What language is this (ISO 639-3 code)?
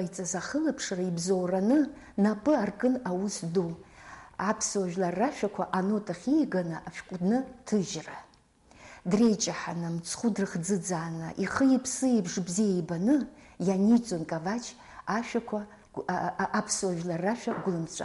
abk